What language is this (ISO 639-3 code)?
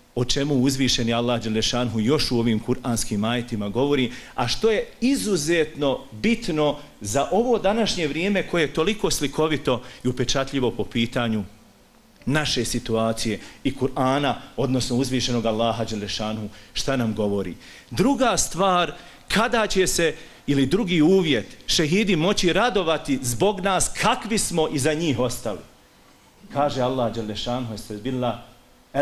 bos